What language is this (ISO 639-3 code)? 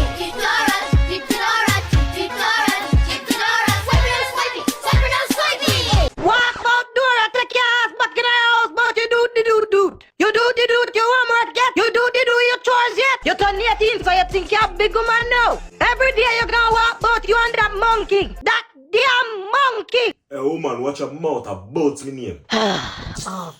jam